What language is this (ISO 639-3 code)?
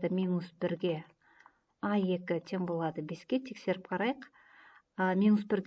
kaz